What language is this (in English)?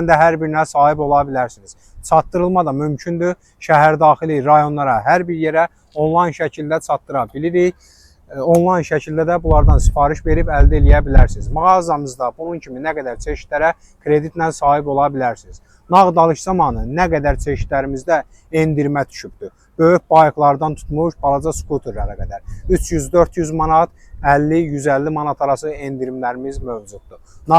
Azerbaijani